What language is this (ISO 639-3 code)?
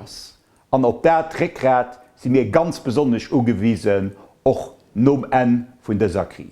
ltz